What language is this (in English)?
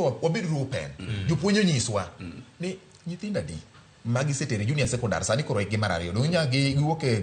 Luo (Kenya and Tanzania)